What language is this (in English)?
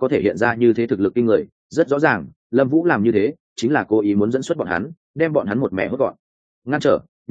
Vietnamese